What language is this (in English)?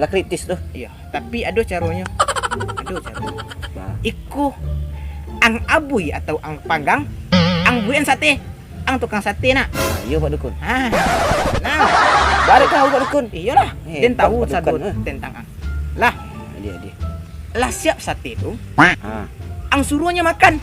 Minangkabau